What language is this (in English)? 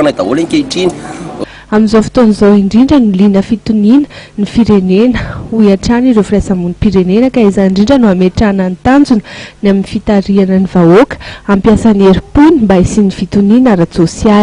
Malagasy